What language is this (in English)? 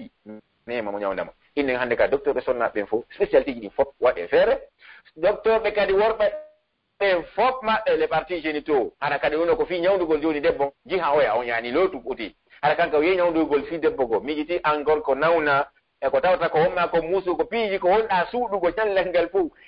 Pular